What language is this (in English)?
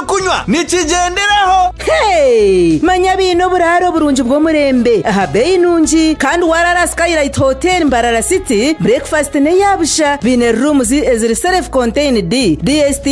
Nyankole